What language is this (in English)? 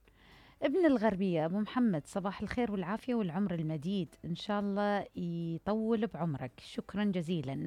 Mesopotamian Arabic